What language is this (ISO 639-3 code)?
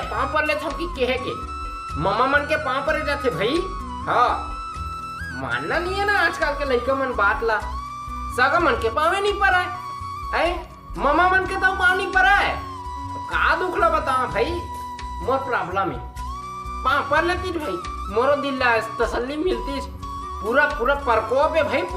hne